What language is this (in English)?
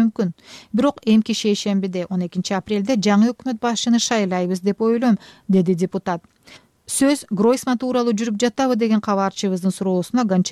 Kyrgyz